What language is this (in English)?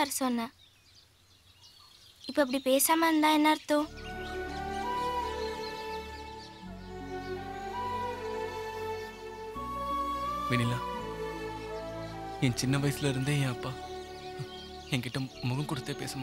Tamil